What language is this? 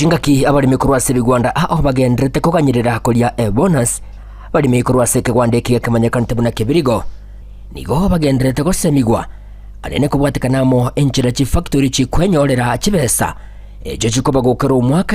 Gusii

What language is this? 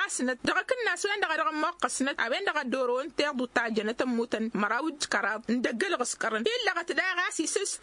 Tamasheq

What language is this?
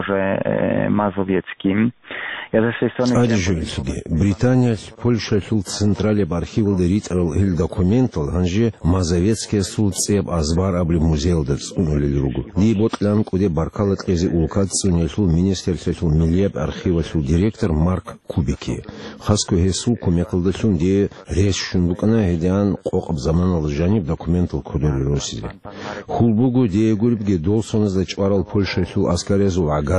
Avaric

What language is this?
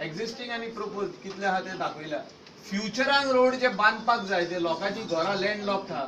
Konkani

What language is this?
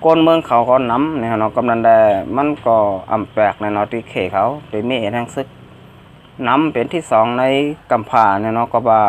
Shan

